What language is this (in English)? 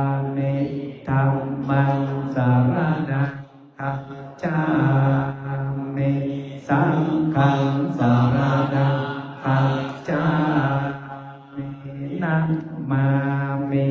Pali